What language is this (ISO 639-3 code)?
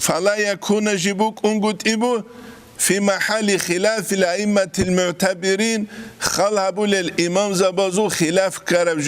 ava